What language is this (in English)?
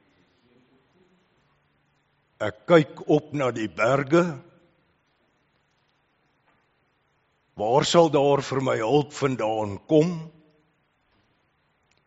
Afrikaans